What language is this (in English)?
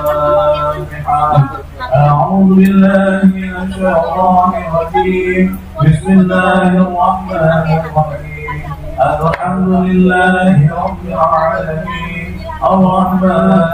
Betawi